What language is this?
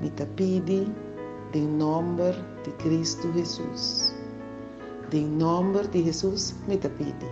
Papiamento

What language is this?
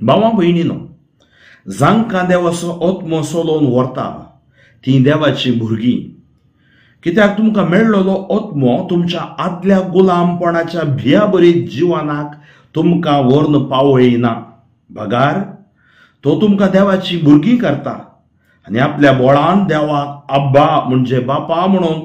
Konkani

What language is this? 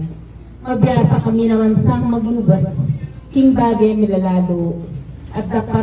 Pampanga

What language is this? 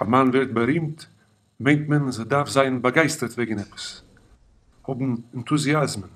Yiddish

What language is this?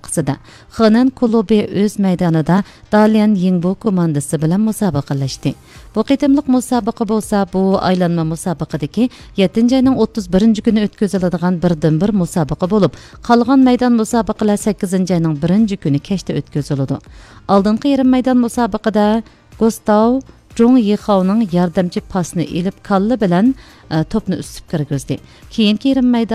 Uyghur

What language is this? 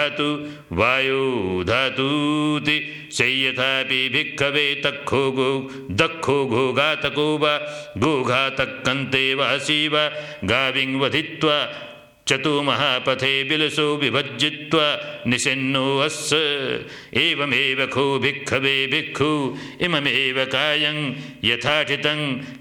Pali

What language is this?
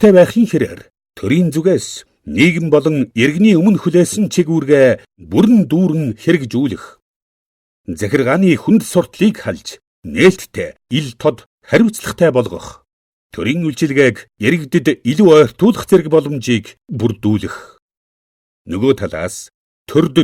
Mongolian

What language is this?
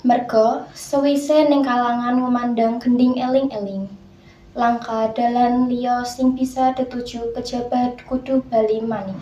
Javanese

